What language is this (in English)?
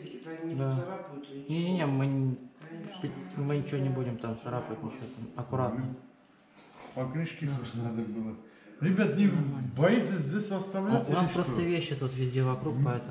Russian